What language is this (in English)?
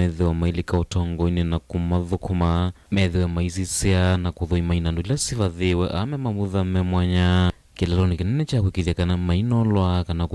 Kamba